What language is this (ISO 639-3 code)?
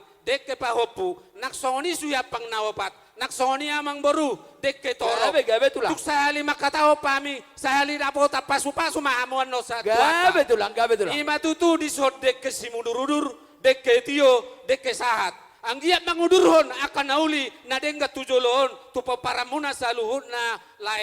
bbc